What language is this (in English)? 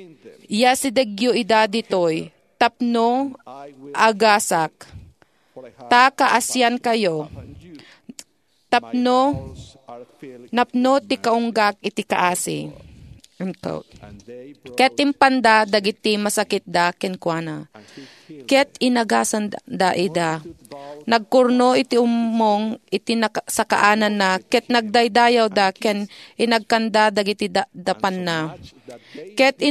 Iloko